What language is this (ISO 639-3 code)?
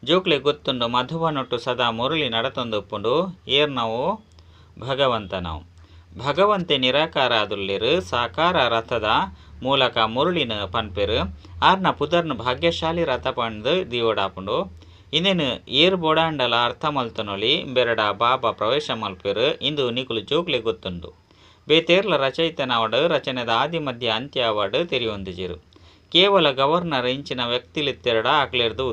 tcy